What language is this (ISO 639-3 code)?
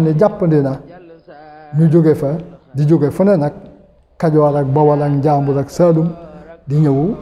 wol